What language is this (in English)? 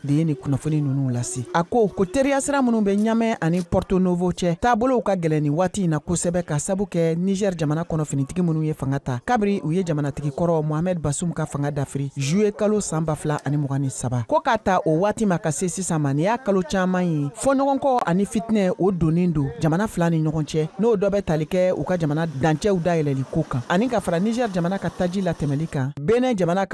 Bambara